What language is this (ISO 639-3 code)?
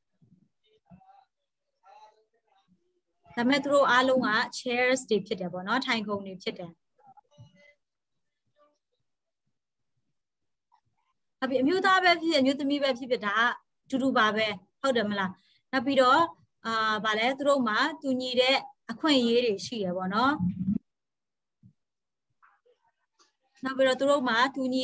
mya